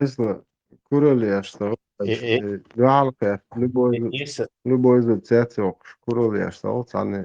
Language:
Chechen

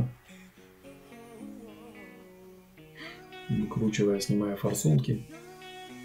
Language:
Russian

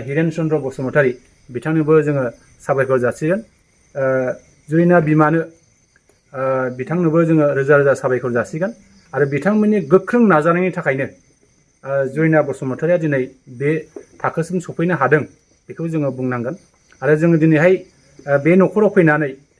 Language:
Bodo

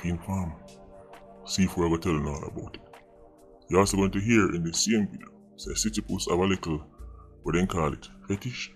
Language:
Jamaican Creole English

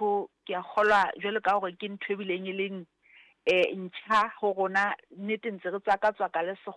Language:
Southern Sotho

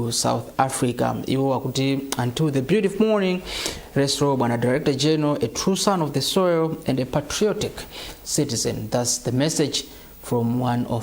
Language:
Nyanja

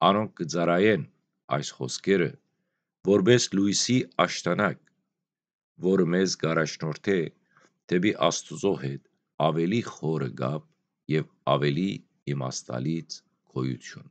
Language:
Western Armenian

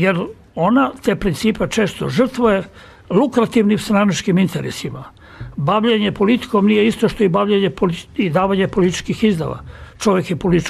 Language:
Serbian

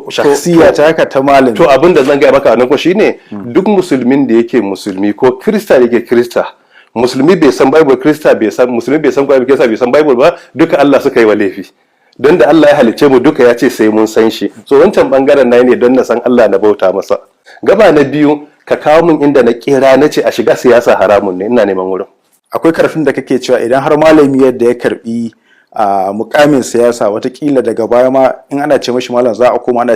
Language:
Hausa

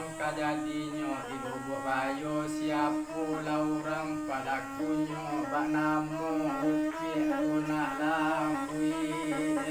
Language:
Minangkabau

